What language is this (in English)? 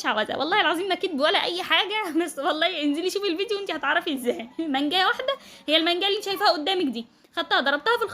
Egyptian Arabic